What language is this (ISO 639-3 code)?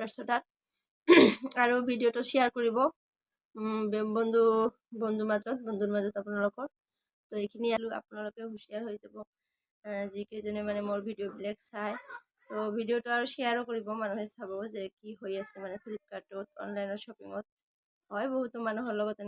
asm